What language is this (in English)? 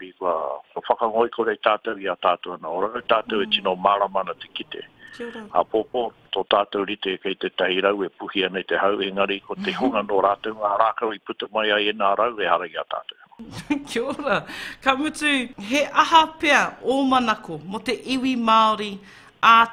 Māori